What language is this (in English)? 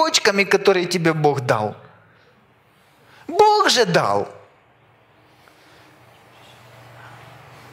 Russian